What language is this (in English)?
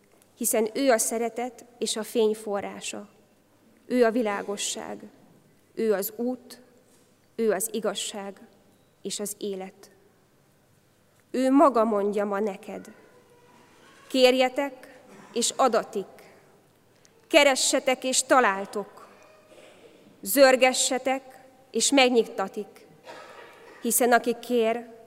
Hungarian